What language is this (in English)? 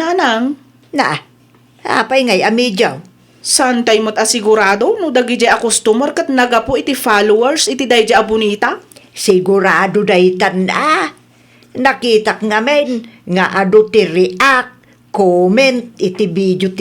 Iloko